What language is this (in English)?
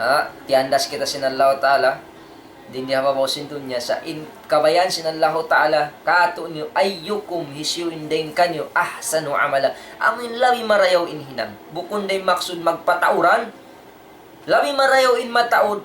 Tausug